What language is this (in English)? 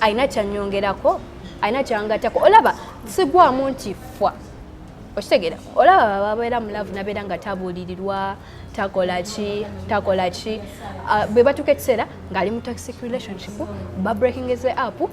Ganda